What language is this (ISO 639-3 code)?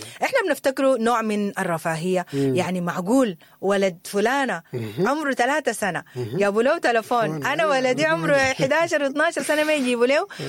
apd